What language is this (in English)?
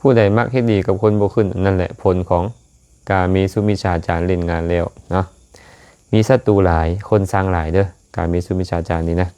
Lao